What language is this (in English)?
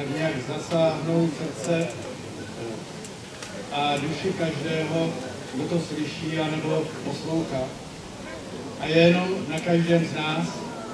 Czech